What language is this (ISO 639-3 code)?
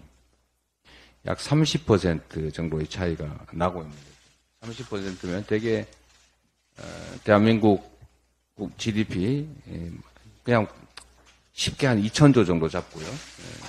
kor